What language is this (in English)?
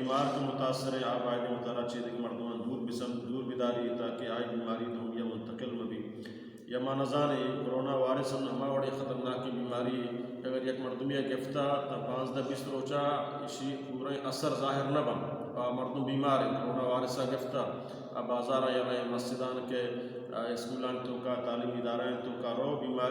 Baluchi